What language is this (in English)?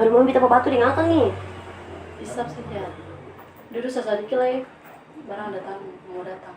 Ambonese Malay